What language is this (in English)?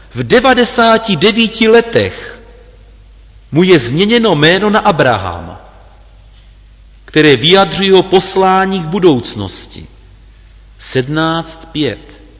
Czech